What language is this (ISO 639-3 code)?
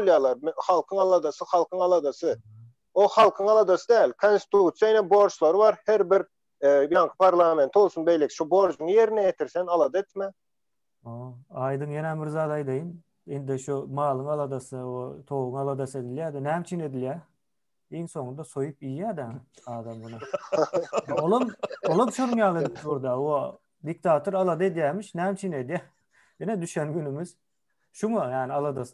tuk